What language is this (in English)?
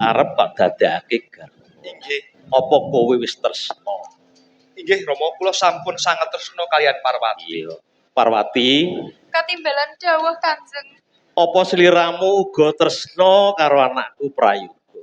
Javanese